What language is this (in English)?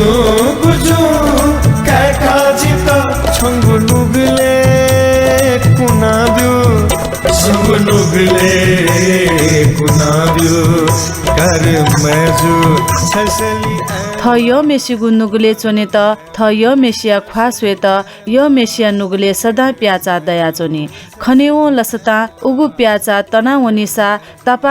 Newari